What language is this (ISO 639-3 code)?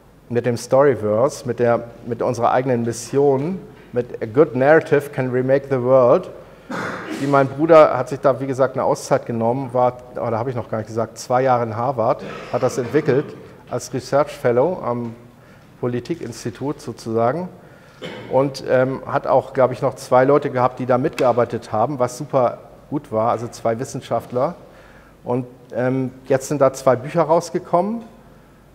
deu